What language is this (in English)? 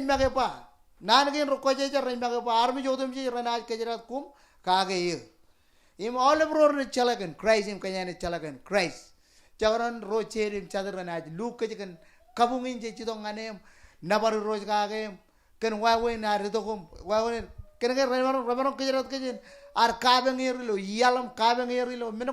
Marshallese